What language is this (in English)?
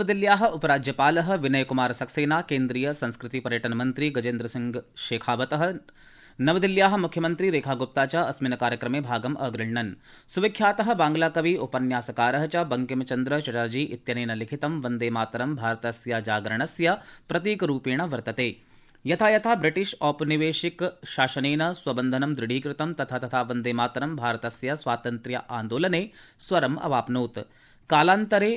Sanskrit